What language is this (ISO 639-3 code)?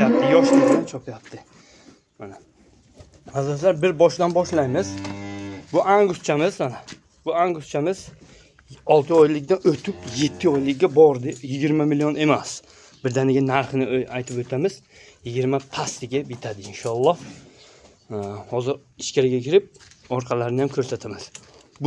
uzb